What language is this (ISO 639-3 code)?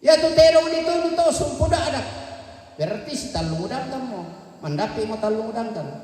sda